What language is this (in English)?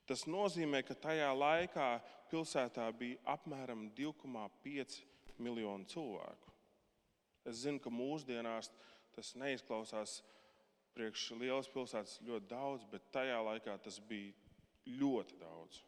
Latvian